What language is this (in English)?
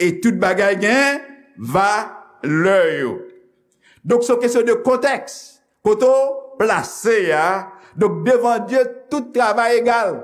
Haitian Creole